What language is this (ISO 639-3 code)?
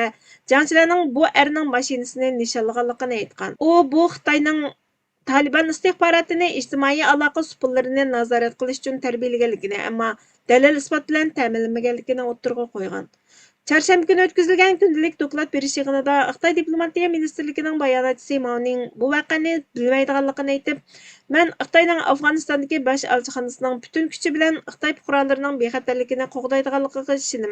uig